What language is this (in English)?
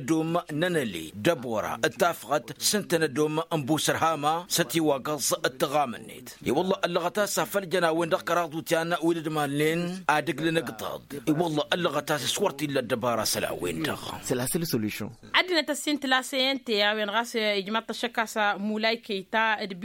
Tamasheq